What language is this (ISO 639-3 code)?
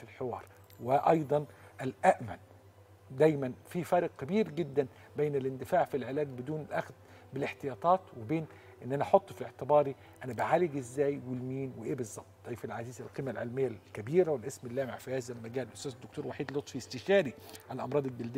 arz